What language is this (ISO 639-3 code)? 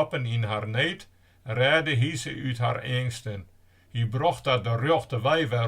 fry